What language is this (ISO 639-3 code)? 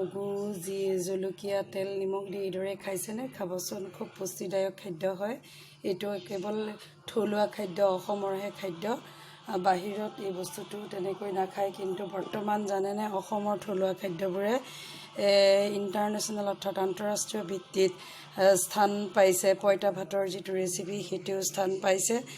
asm